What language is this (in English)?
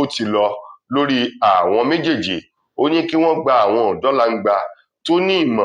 Yoruba